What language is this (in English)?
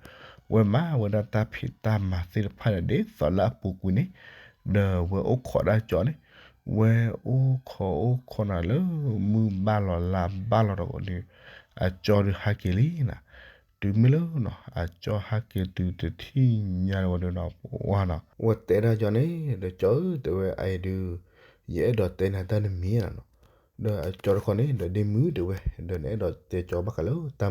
S'gaw Karen